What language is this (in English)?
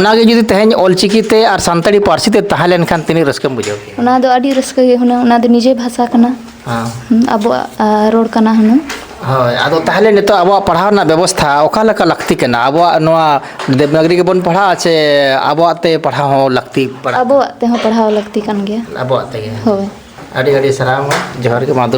Santali